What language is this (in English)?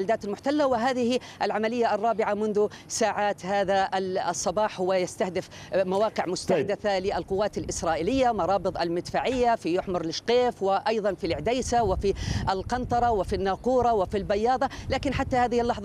Arabic